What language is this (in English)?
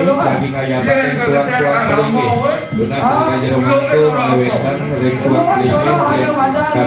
Balinese